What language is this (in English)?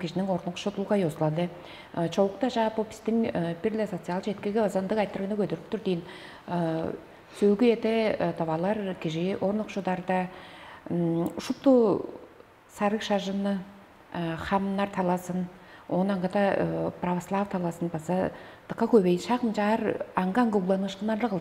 Tuvinian